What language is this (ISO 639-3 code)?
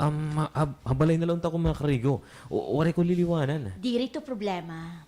war